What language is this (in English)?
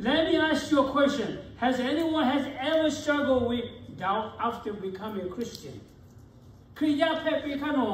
Lahu